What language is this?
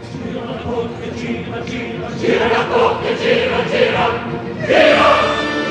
Italian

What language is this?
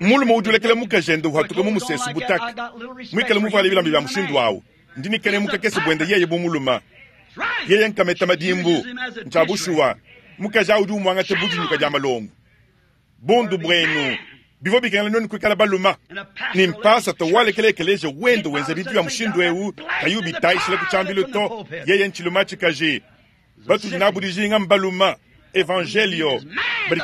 Luba-Lulua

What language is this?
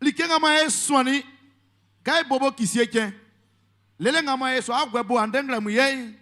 Baoulé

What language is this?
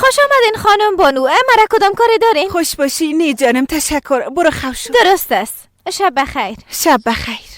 Persian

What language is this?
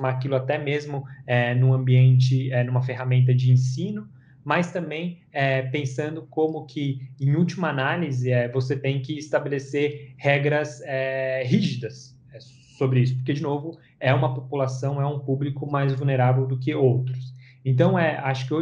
Portuguese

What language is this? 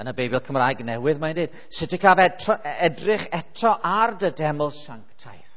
Welsh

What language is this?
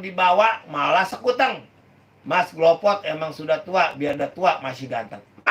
Betawi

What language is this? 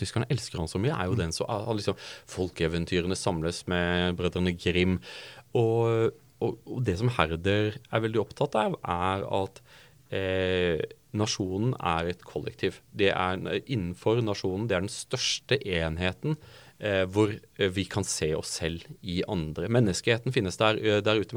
Norwegian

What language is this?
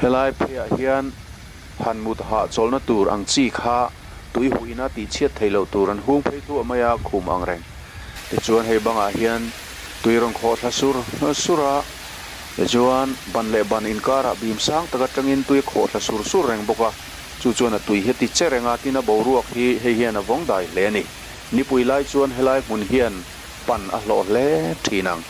Mizo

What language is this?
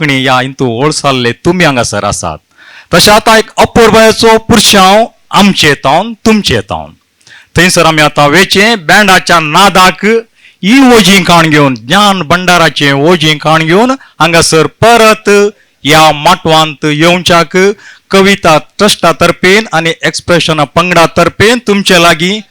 Konkani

